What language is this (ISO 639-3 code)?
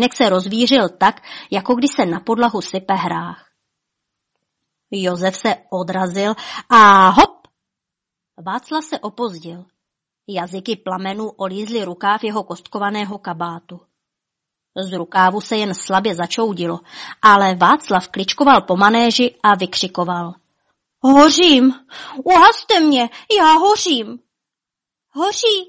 ces